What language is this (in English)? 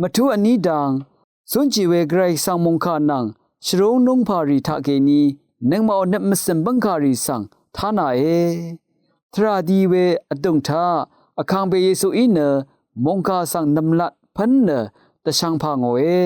Rawang